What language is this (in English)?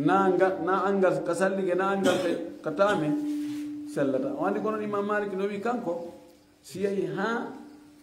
Fula